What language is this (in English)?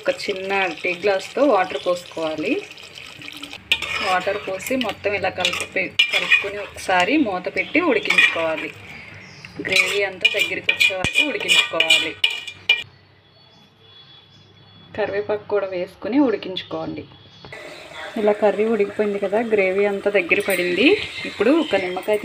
Telugu